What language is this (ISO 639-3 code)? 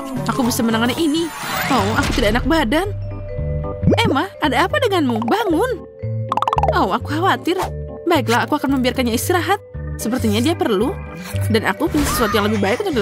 ind